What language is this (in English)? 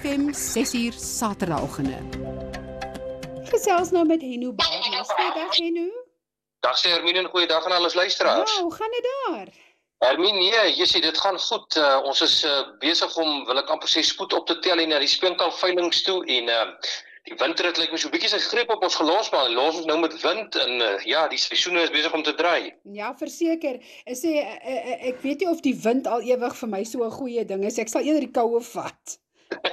Afrikaans